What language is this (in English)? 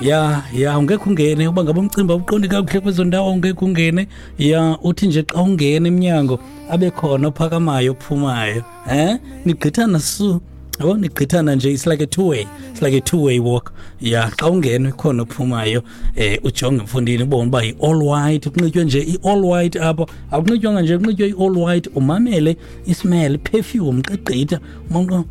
Xhosa